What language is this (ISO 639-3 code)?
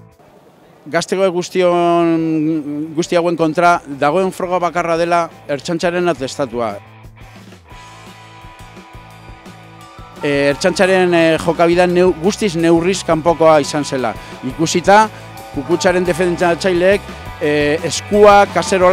eus